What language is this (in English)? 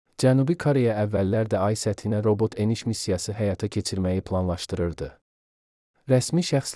Azerbaijani